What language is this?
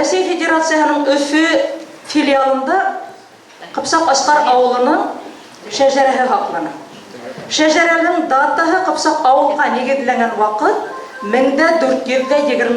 Bashkir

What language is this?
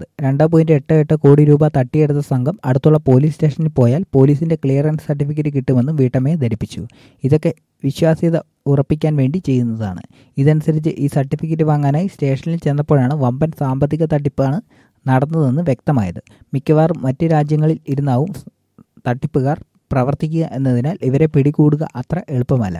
Malayalam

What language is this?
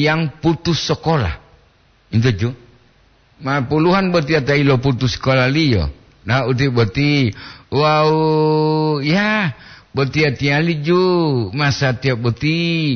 Gorontalo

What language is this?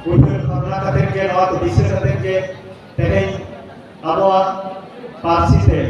Santali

